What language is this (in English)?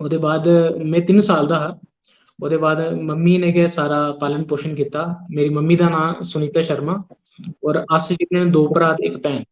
Dogri